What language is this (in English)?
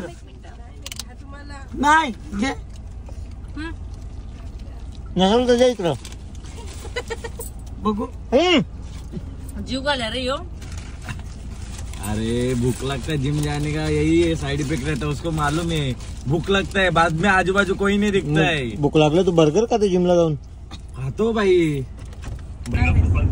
Marathi